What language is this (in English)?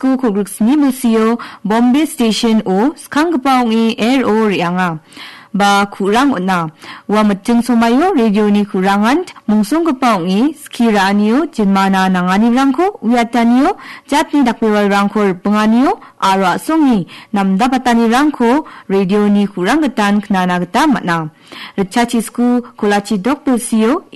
Garo